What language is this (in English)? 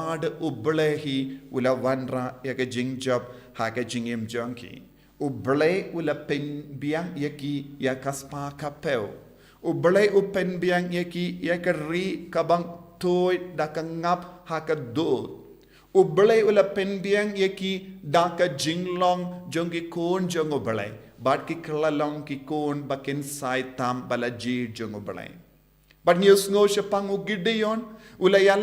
Khasi